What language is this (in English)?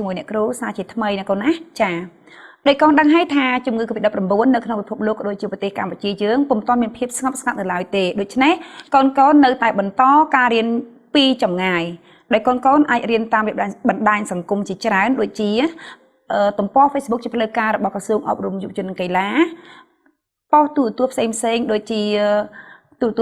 Khmer